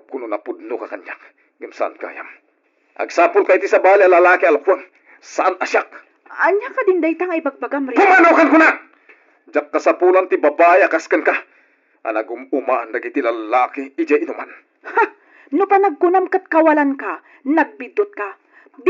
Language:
Iloko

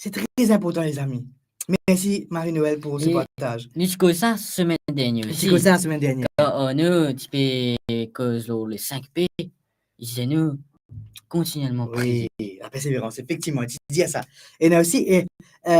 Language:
Morisyen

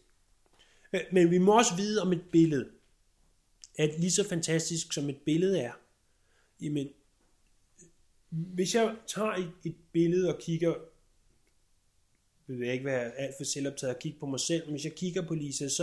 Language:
Danish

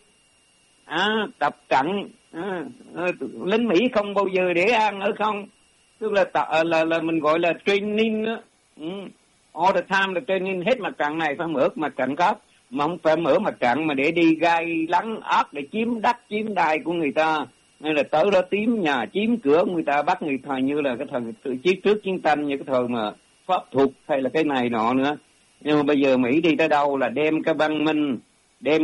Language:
Vietnamese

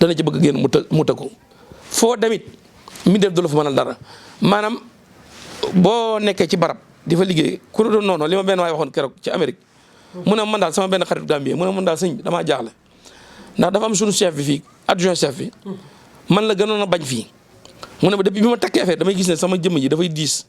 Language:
Wolof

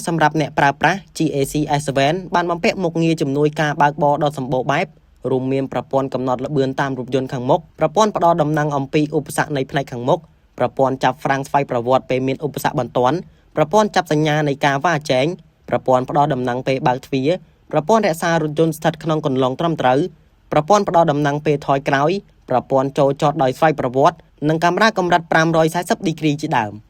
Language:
Khmer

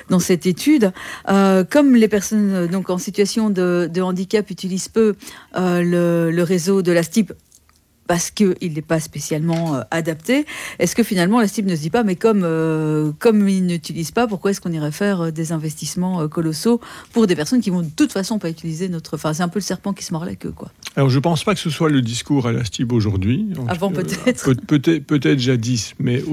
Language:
French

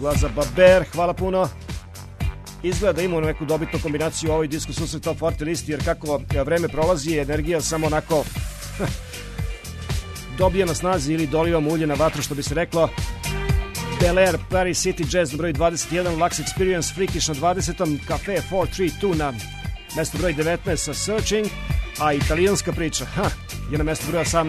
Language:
Serbian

